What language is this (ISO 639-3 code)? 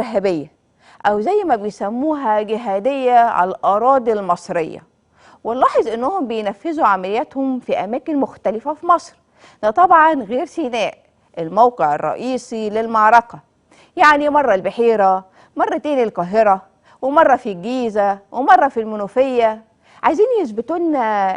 arz